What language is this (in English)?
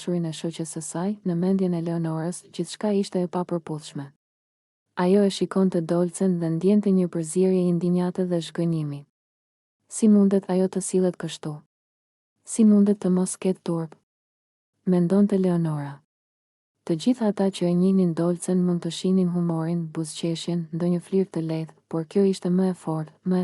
Albanian